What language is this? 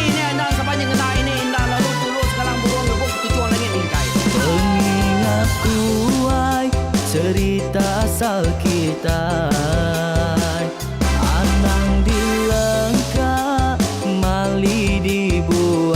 Iban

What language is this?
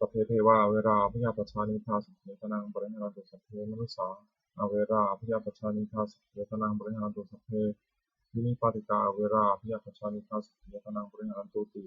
Pali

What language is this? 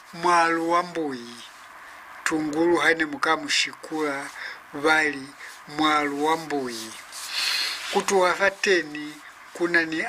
Lozi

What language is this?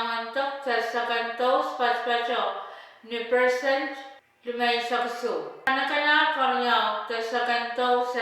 Pohnpeian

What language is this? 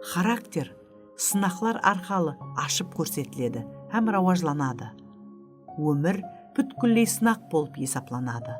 Kara-Kalpak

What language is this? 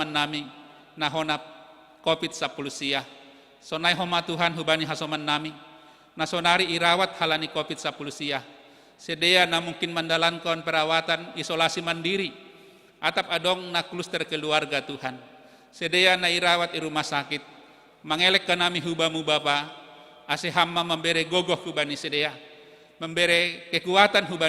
Batak Simalungun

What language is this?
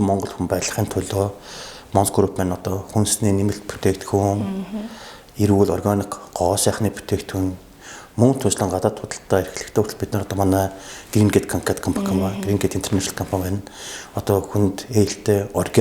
Mongolian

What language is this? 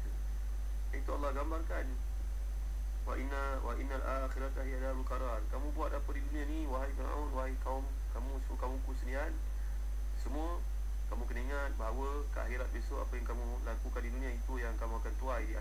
Malay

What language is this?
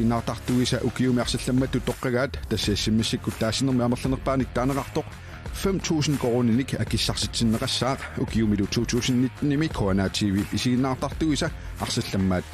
Kalaallisut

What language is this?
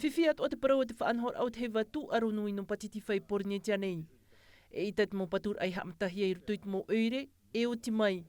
Tahitian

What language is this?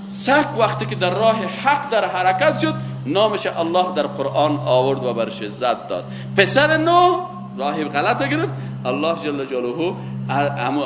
Persian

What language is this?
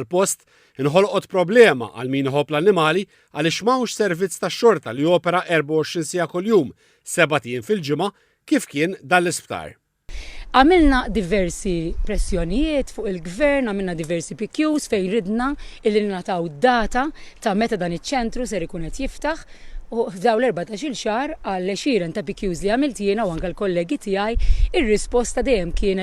Maltese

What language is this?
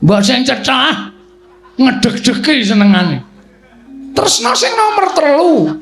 Javanese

